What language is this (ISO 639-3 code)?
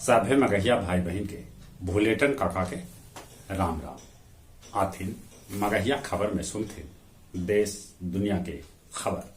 mag